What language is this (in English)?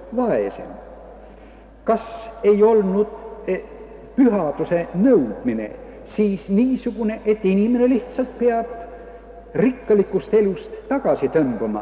Estonian